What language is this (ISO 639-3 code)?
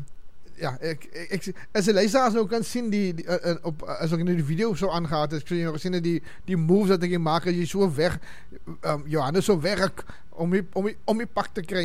afr